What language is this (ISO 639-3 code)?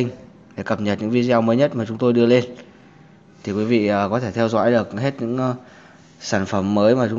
vie